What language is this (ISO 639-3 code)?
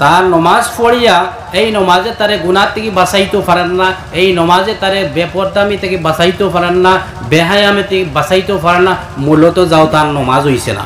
syl